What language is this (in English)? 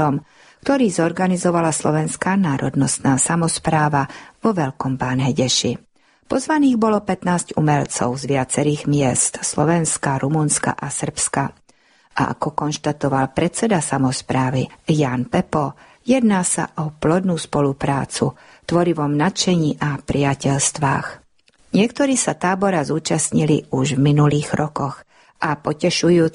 Slovak